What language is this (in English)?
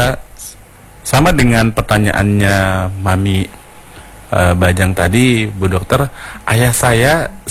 Indonesian